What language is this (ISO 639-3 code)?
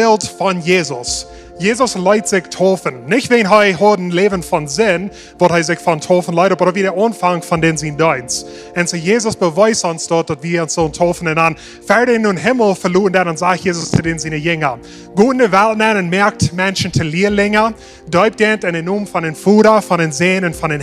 pdt